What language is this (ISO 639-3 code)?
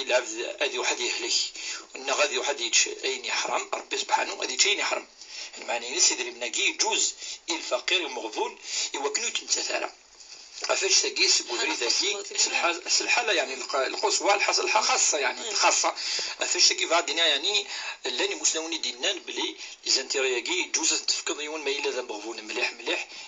kab